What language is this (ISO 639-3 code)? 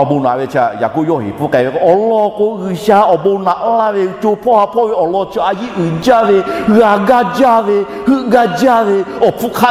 lhu